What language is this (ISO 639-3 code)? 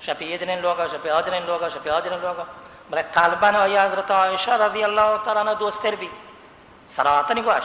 bal